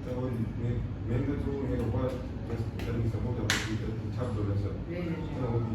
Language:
Tibetan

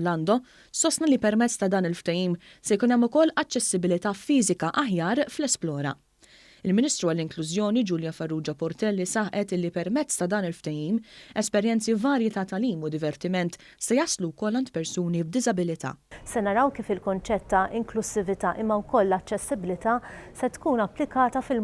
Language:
Maltese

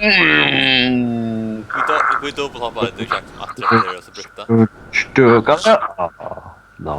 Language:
Faroese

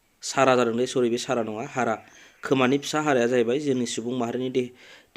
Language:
Bodo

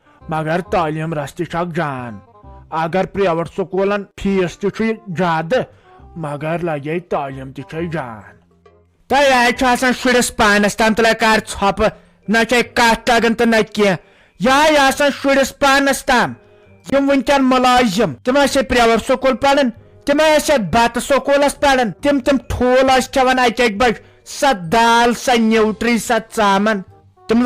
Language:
Kashmiri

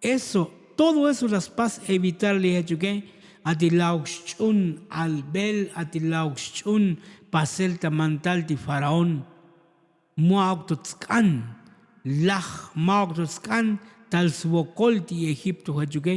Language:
Tzotzil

